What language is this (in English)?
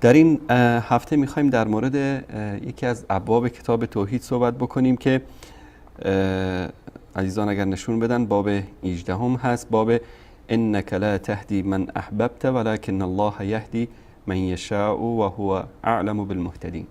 Persian